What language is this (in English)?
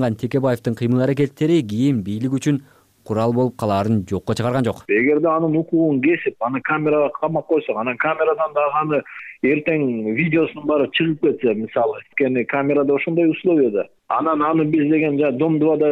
Kyrgyz